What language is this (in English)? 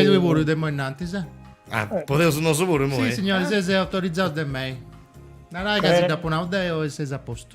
Sardinian